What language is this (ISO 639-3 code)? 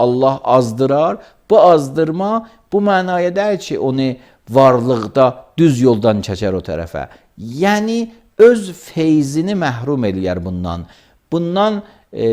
aze